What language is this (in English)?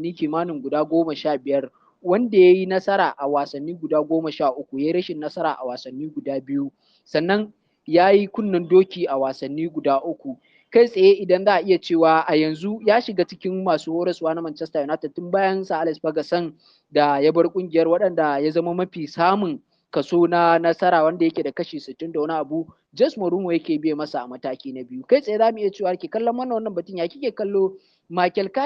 Hausa